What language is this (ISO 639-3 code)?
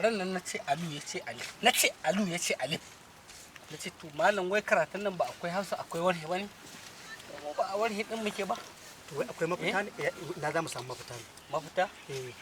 hau